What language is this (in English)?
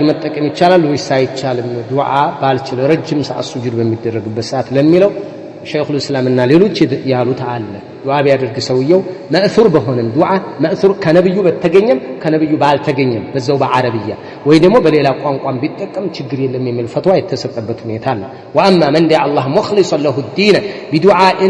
Amharic